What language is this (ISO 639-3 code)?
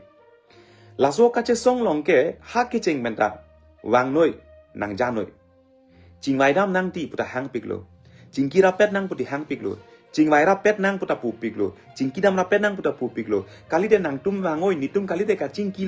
mjw